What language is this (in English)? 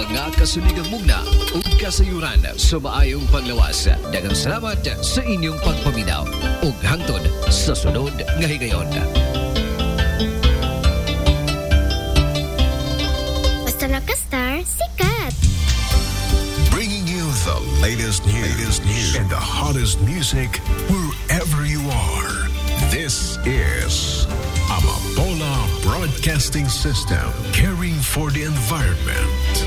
Cebuano